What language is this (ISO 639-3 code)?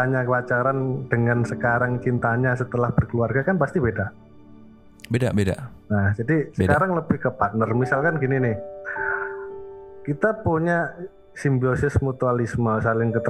ind